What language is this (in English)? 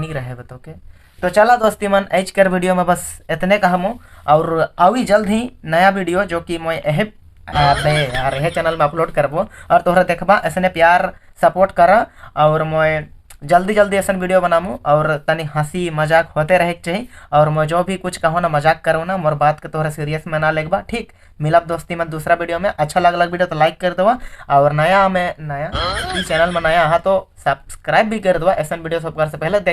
Sadri